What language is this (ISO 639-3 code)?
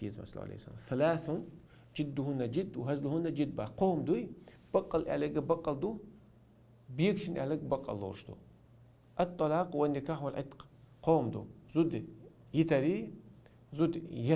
che